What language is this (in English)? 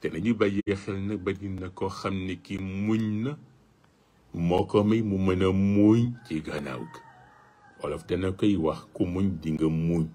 Wolof